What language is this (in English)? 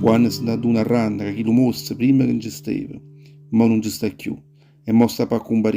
Neapolitan